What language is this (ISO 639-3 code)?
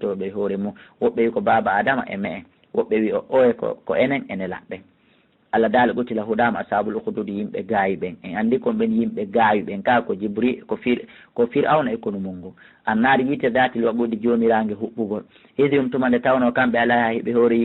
ful